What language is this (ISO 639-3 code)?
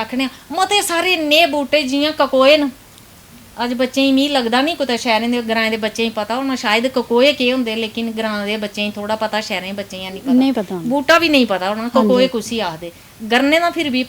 doi